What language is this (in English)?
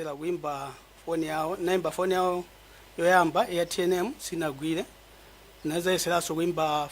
Nyanja